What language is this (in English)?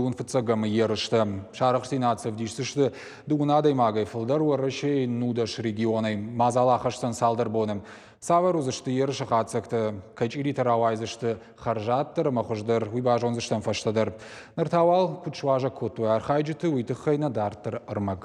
Ossetic